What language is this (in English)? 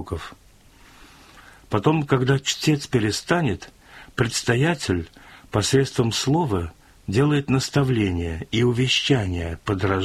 Russian